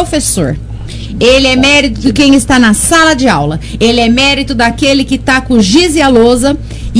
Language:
Portuguese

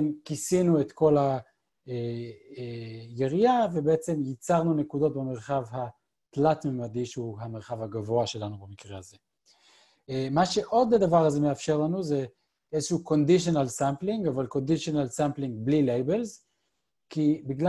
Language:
Hebrew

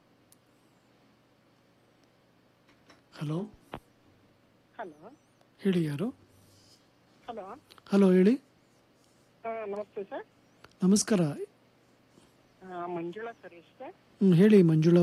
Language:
Kannada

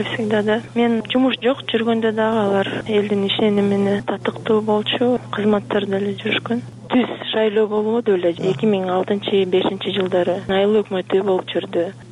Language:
Kyrgyz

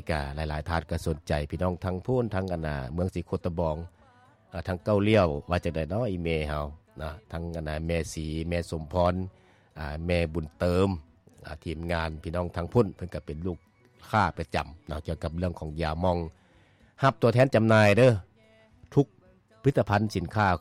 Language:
Lao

